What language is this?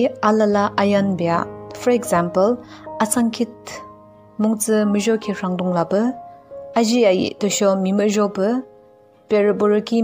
Yimchungru Naga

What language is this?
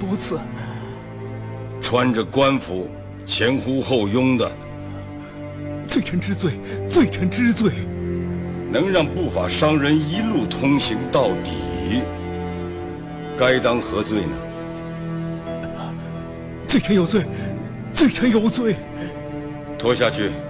Chinese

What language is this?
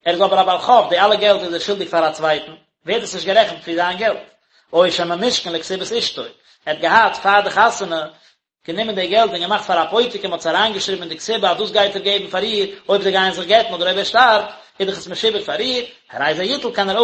Yiddish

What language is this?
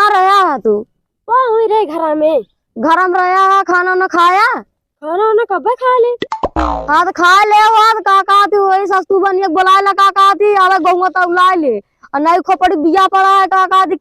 Awadhi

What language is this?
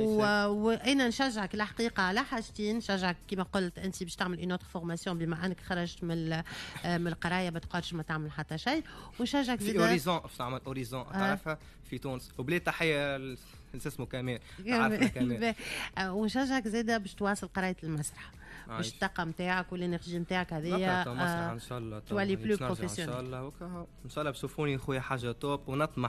Tunisian Arabic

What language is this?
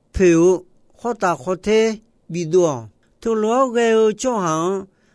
Akha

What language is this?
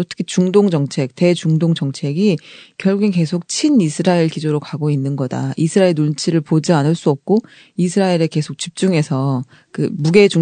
Korean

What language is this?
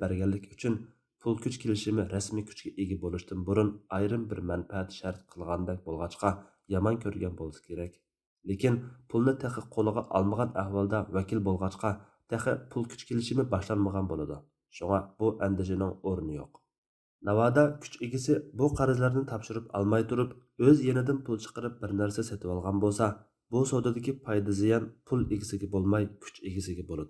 Uyghur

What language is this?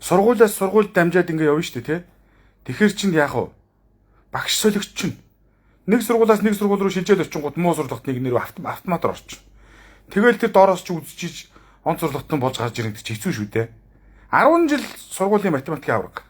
Mongolian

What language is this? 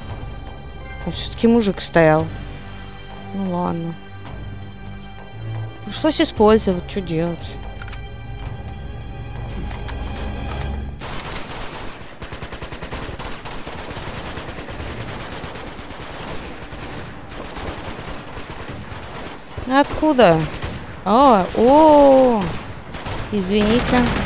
Russian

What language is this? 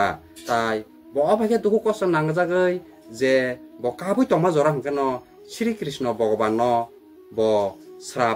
Kok Borok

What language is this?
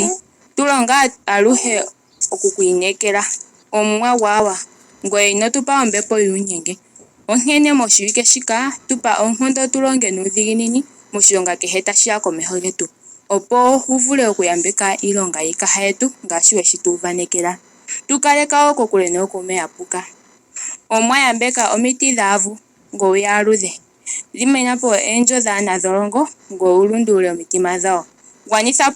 Ndonga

